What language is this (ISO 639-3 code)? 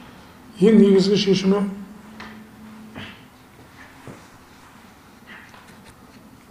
kaz